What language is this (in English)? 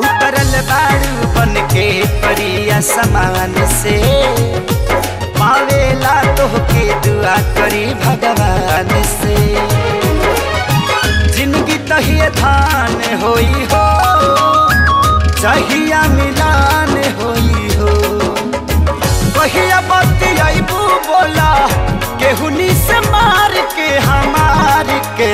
Bhojpuri